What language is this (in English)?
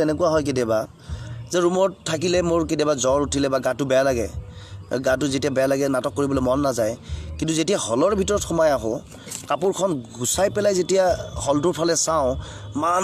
Assamese